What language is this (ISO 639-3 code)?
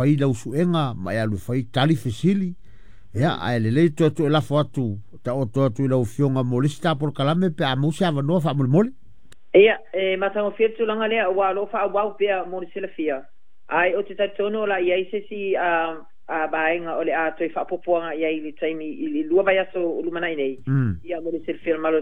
smo